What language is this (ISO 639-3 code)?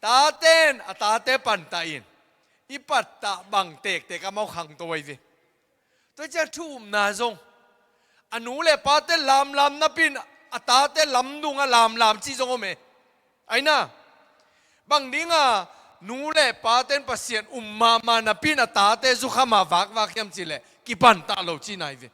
ctd